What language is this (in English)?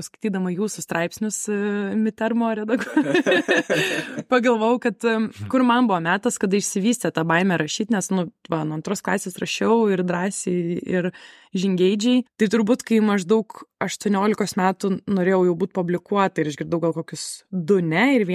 Lithuanian